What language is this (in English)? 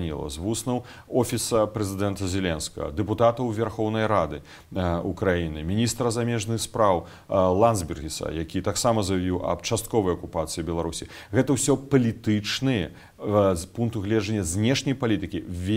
Belarusian